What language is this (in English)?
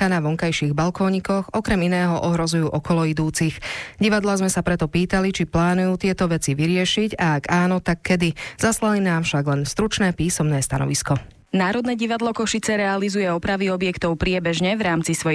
Slovak